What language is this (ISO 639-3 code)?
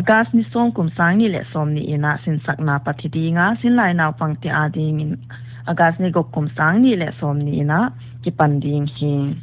pck